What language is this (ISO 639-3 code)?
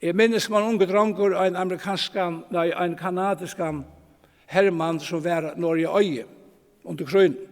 fao